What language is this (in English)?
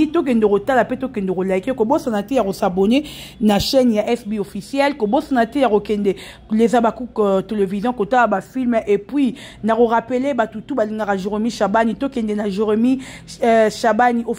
Lingala